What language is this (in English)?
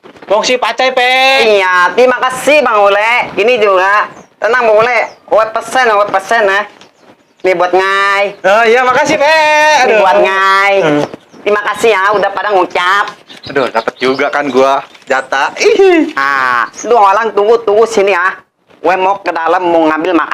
Betawi